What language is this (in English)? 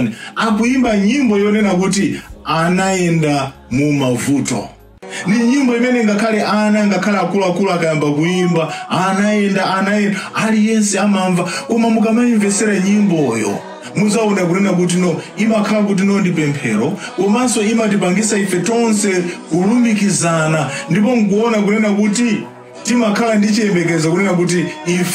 Nyanja